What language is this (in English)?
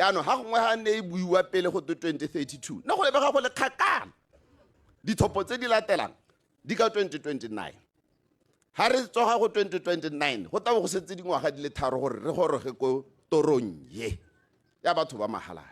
Tswana